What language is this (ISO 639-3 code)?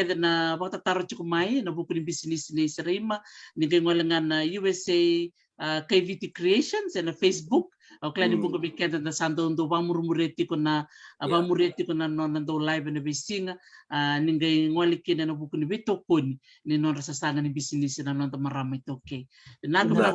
fij